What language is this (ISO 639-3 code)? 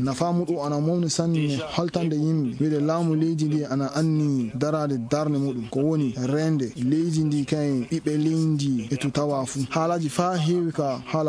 ful